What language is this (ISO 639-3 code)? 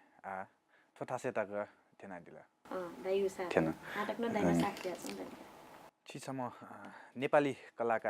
new